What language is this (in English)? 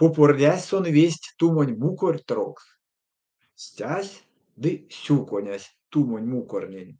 Erzya